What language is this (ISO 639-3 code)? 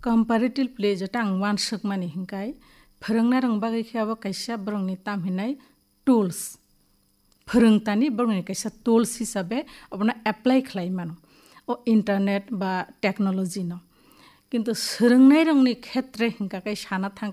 trp